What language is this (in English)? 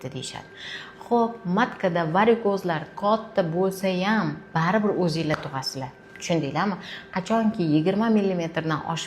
Uzbek